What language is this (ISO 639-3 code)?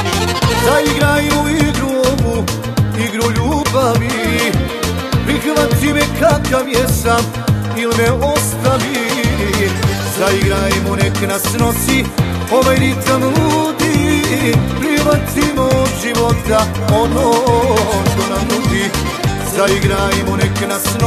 hrv